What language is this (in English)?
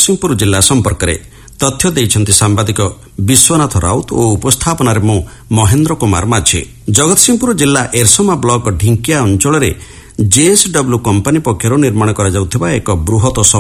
Odia